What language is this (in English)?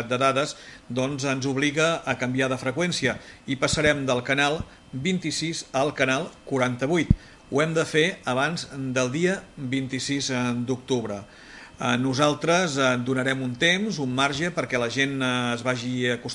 Catalan